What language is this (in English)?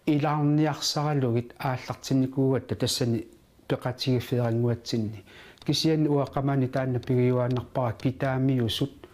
Kalaallisut